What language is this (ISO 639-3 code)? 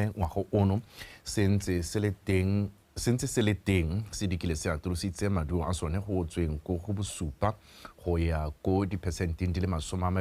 tsn